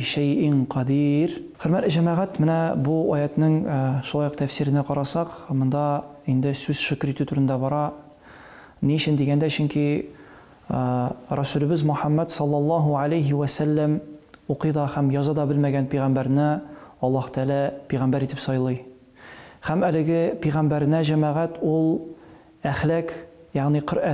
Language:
Tatar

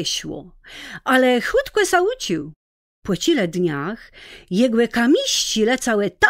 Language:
Kashubian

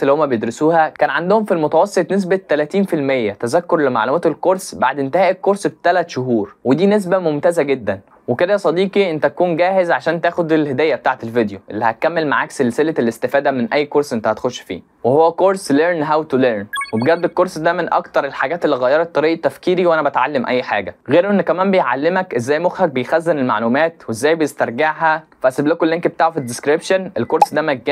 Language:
Egyptian Arabic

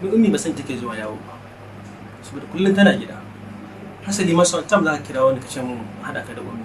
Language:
Hausa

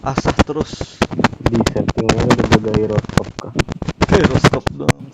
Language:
Banjar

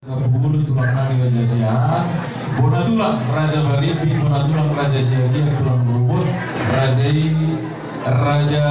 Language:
Batak Toba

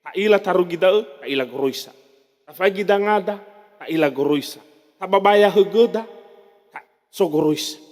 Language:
Nias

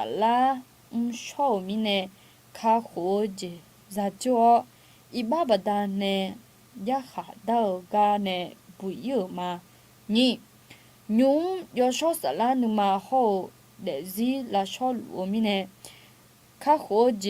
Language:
Akha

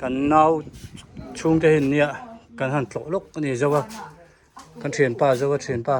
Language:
Hmar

